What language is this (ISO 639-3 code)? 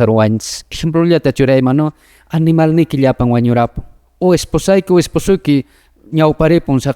que